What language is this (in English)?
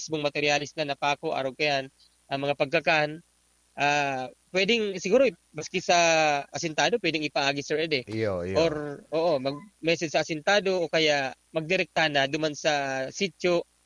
Bikol